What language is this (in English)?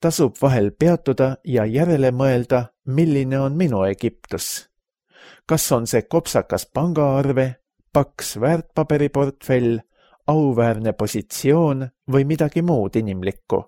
Estonian